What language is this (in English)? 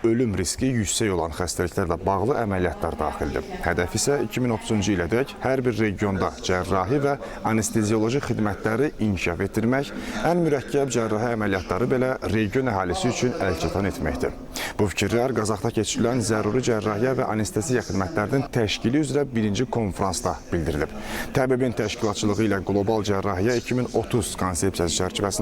Azerbaijani